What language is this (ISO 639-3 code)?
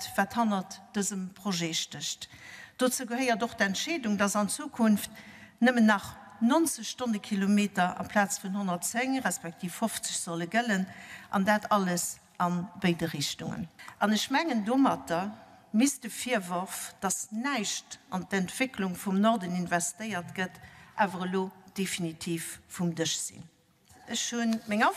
ltz